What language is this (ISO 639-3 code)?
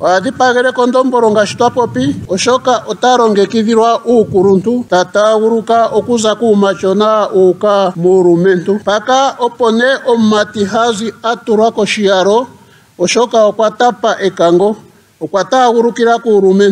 ndo